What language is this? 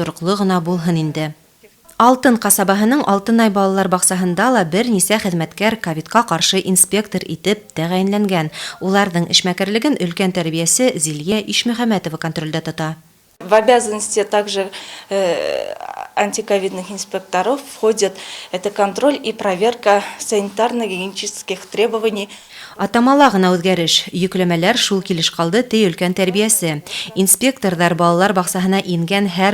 Bashkir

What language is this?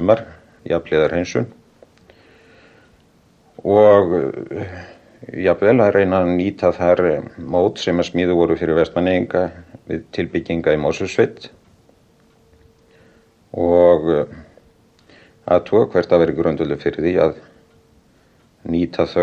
Icelandic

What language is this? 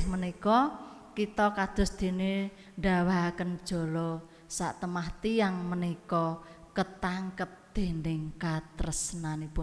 Javanese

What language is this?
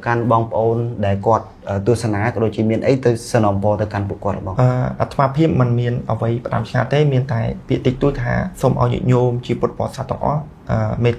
Khmer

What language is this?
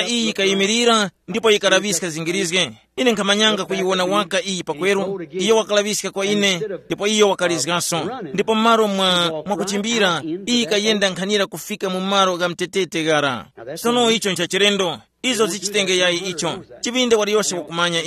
Tumbuka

